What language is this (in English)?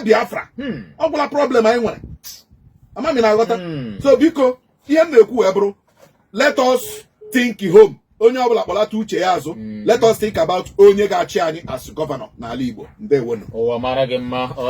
Igbo